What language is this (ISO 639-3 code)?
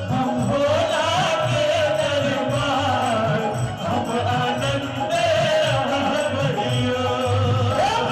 mai